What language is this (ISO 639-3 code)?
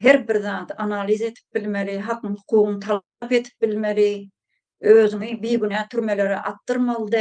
tuk